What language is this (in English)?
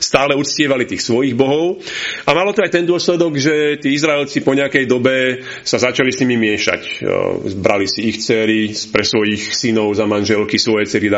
Slovak